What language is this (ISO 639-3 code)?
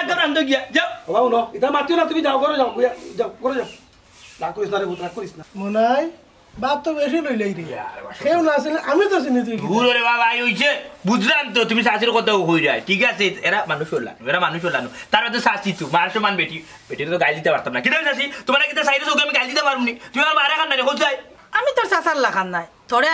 syl